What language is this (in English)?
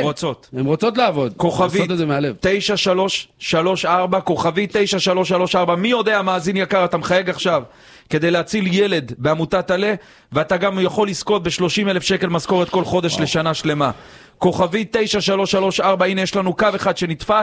Hebrew